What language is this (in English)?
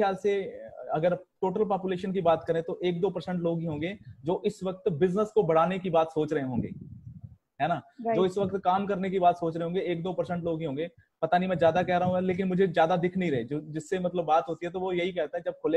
Hindi